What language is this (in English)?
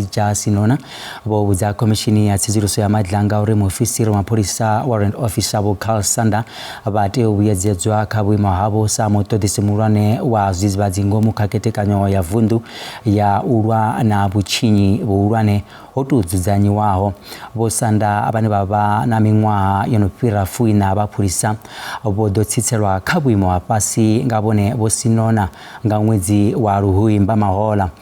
Venda